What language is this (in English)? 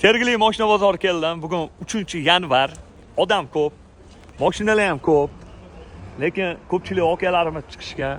Uzbek